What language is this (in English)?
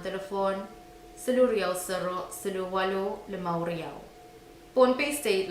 Pohnpeian